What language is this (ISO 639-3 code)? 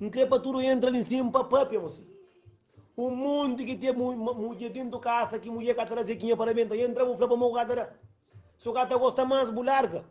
kea